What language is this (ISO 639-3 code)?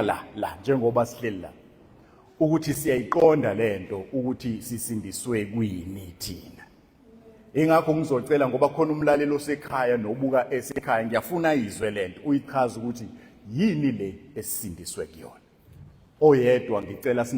zul